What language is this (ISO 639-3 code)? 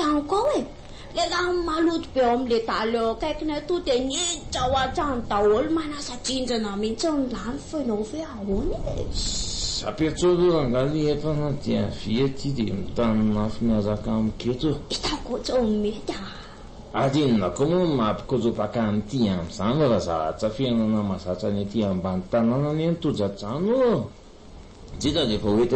mlg